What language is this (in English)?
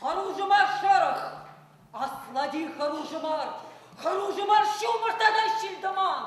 Chuvash